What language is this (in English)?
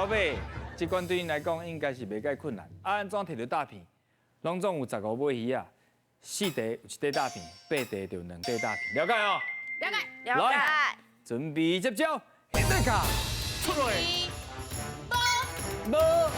Min Nan Chinese